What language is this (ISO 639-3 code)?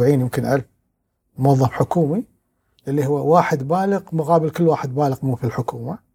afb